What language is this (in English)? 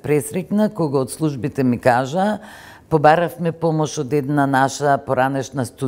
Macedonian